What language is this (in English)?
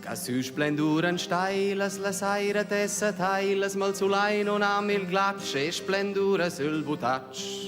Romansh